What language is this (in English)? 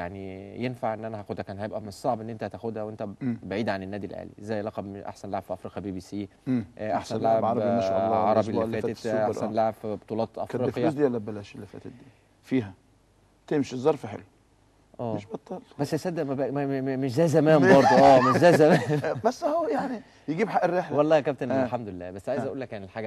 Egyptian Arabic